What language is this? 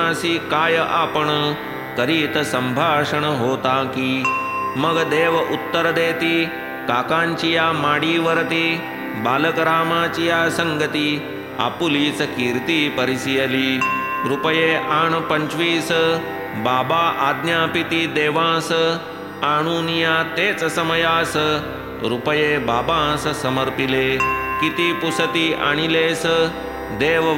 Marathi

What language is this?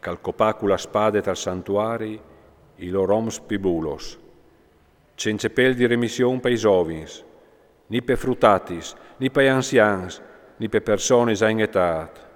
Friulian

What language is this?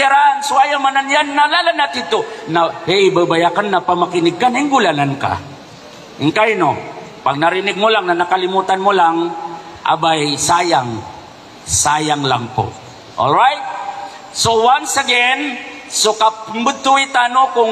Maranao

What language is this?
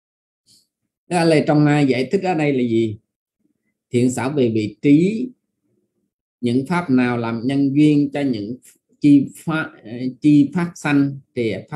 Vietnamese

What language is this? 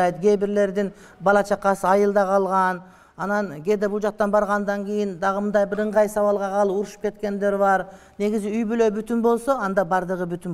Kyrgyz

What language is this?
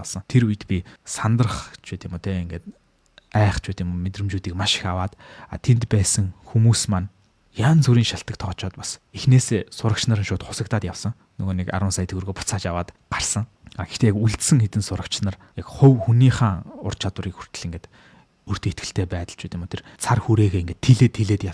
Mongolian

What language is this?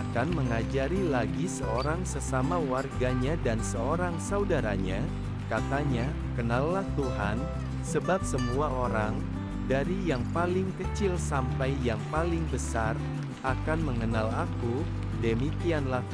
Indonesian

